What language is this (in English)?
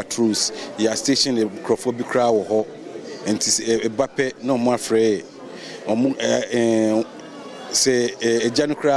Akan